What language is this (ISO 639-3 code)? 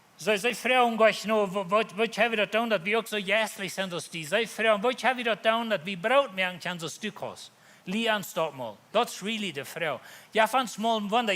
pdt